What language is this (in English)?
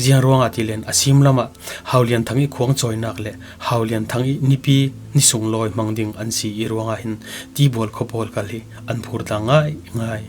Falam Chin